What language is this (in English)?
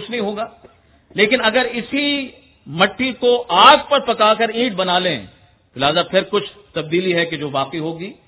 Urdu